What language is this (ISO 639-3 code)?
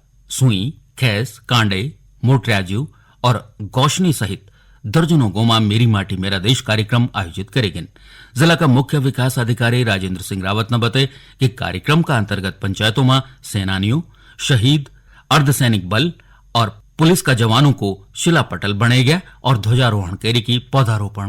gbm